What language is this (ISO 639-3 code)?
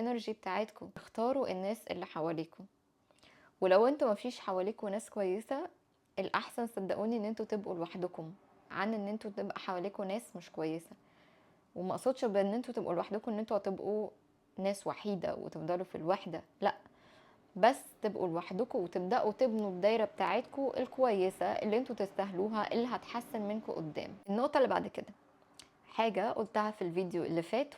arz